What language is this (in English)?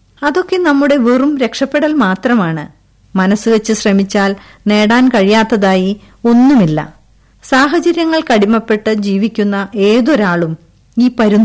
Malayalam